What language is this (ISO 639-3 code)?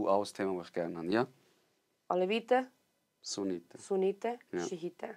gsw